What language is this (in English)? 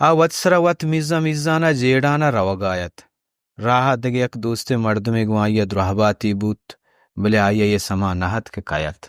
Baluchi